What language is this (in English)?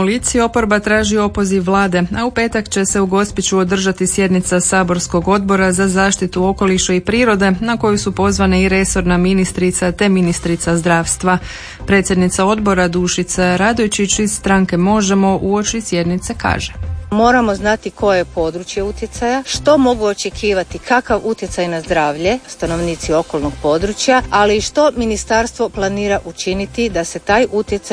Croatian